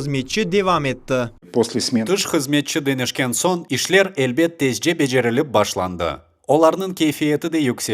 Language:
Crimean Tatar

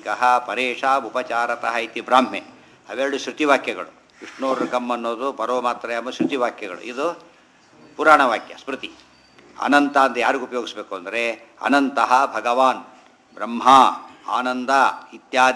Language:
Kannada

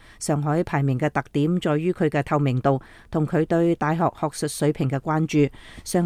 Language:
Cantonese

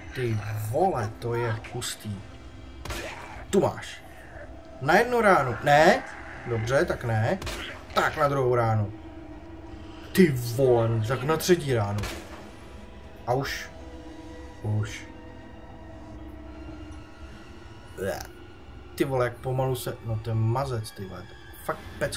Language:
Czech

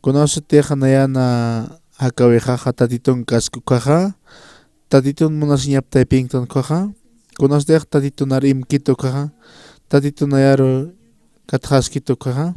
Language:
Aymara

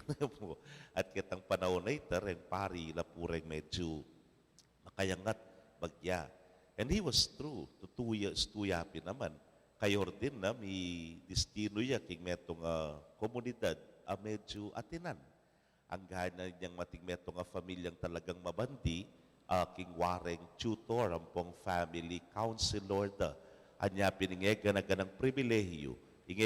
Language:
Pampanga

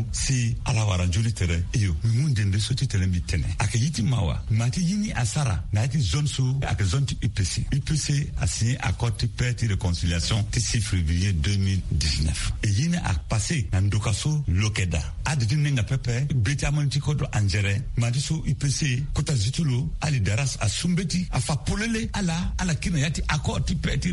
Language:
Sango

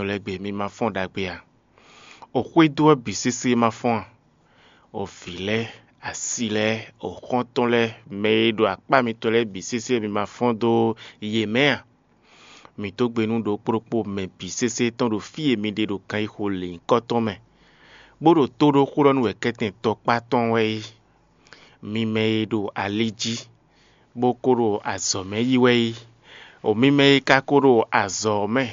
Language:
Fon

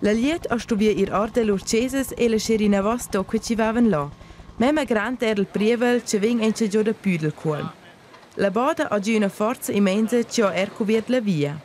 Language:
Romansh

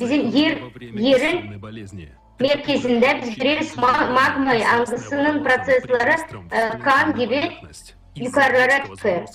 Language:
Gagauz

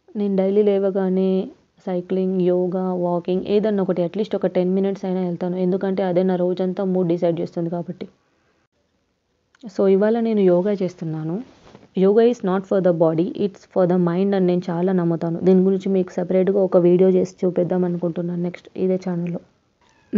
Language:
Telugu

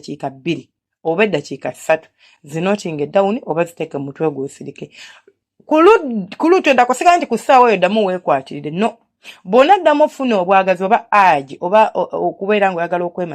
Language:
Ganda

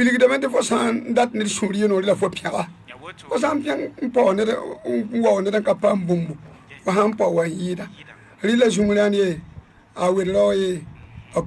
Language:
Mossi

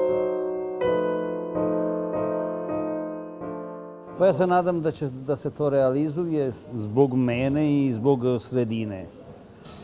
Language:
Serbian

